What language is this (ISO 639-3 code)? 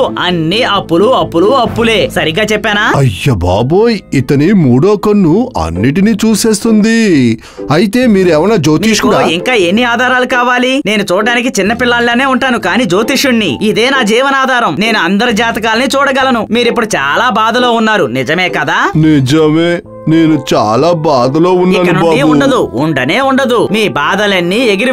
tel